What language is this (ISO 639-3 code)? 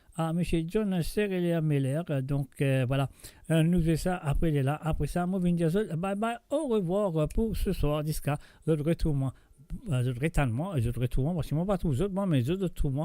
mfe